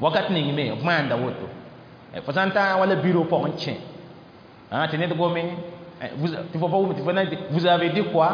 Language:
Mossi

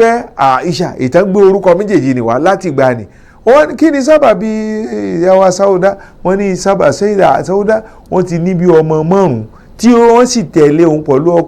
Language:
Yoruba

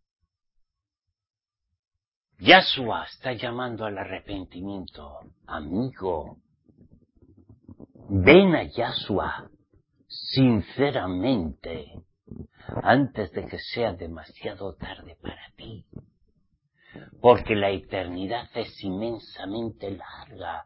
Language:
Spanish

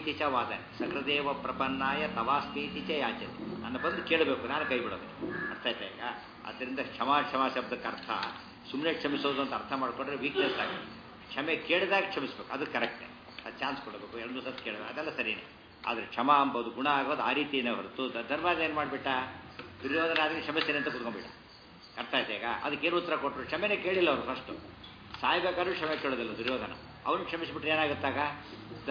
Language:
Kannada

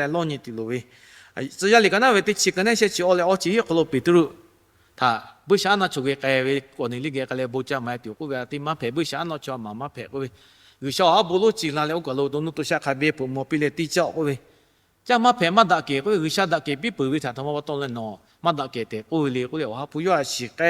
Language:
Lahu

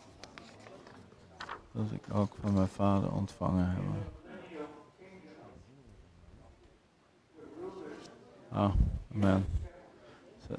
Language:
Dutch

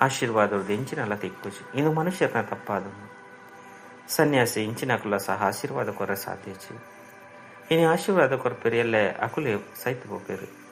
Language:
Tulu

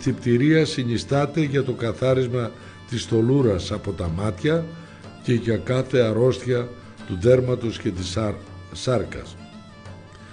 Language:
Greek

